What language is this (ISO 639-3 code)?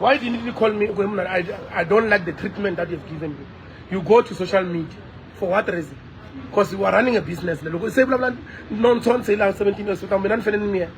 tso